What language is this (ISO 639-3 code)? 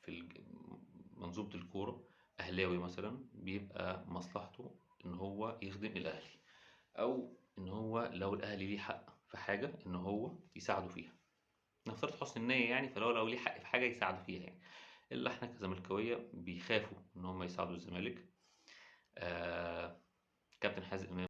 arz